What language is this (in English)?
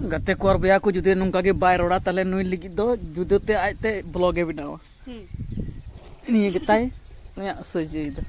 Santali